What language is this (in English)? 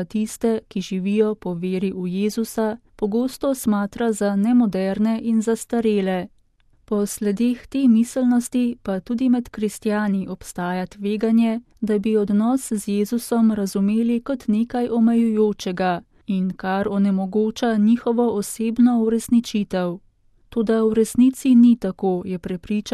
Slovenian